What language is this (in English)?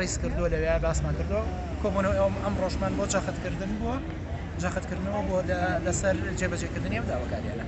Central Kurdish